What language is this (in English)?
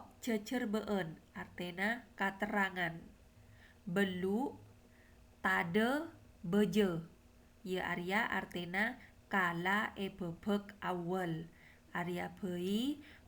Madurese